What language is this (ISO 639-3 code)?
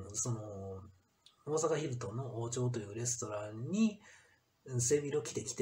jpn